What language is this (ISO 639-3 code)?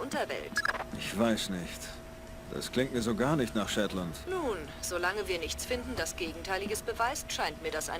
bar